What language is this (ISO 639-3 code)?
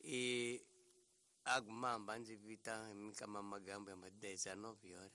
tso